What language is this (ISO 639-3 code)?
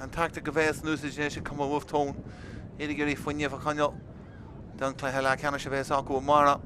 gle